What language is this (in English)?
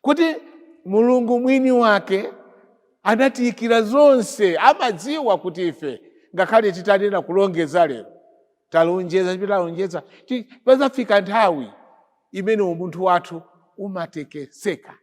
Nyanja